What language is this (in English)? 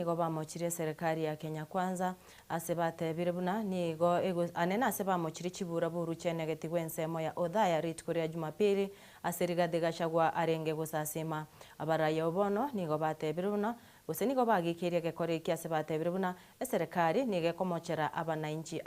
Gusii